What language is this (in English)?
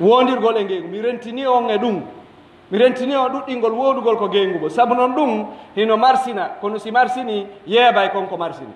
Pular